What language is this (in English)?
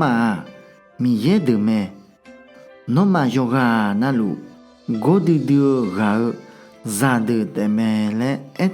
Akha